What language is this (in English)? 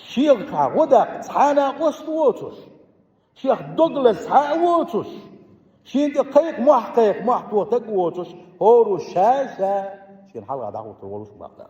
Chechen